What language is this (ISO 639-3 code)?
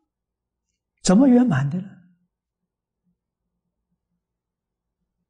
zho